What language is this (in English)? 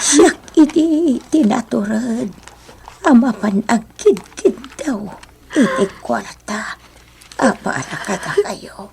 Iloko